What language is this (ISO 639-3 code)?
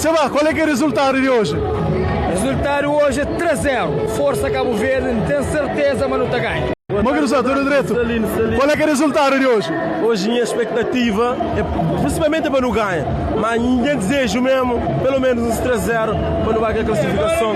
kea